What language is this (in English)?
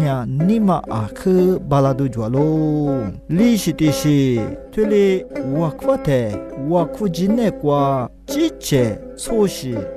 Lisu